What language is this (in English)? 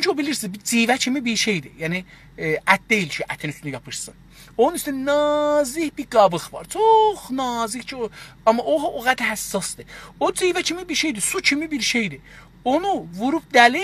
South Azerbaijani